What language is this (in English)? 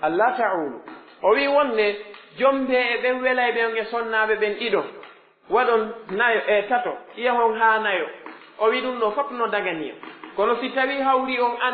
Pular